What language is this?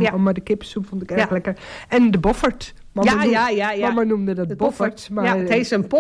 Dutch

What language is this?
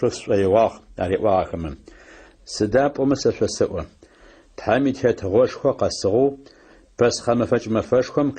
Adyghe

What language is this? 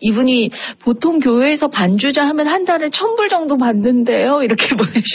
Korean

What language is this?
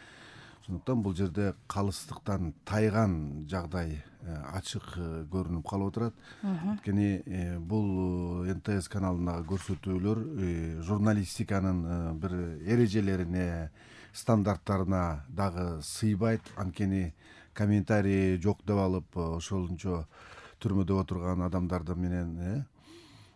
Kyrgyz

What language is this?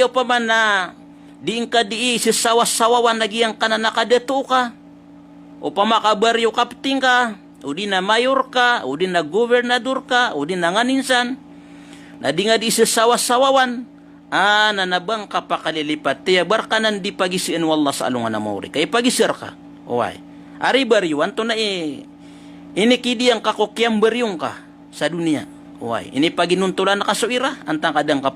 Maranao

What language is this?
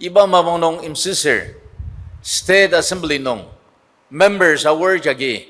Ao Naga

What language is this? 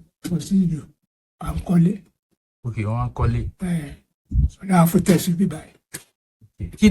Yoruba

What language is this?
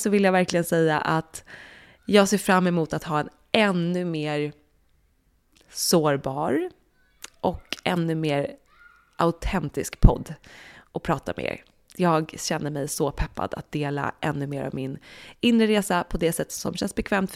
Swedish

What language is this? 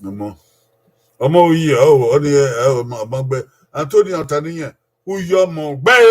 Bini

